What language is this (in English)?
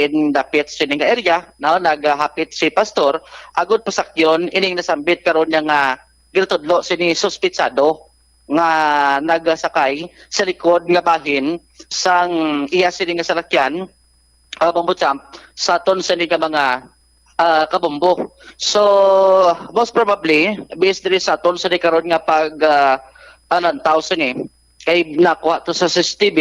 Hiligaynon